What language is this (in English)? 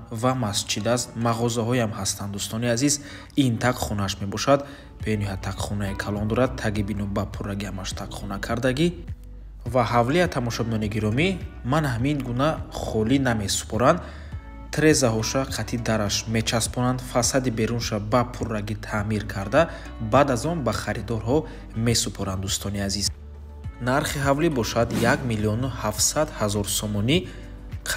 Tajik